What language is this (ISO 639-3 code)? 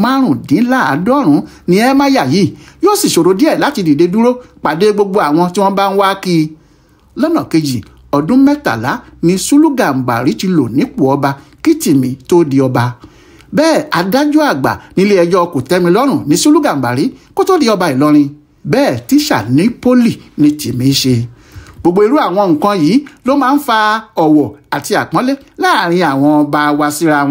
yor